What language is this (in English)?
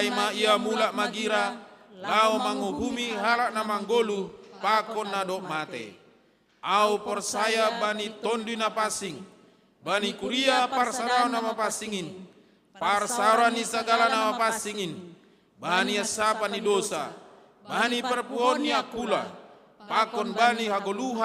Batak Simalungun